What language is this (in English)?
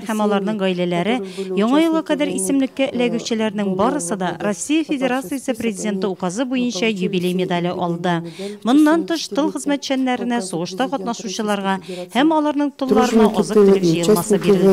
Tatar